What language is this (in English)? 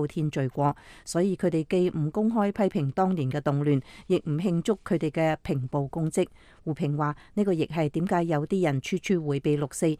Cantonese